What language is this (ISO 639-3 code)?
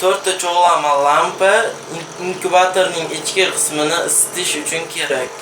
uzb